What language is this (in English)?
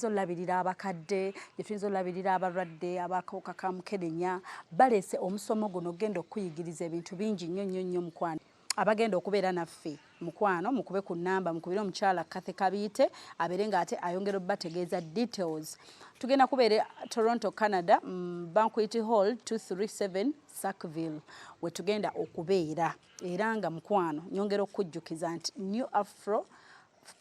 Ganda